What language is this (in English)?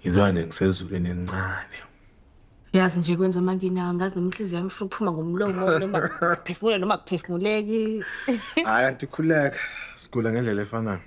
Zulu